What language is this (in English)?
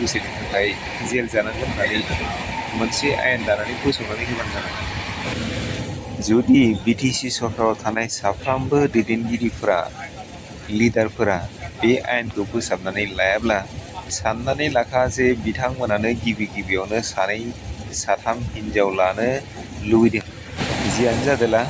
Bodo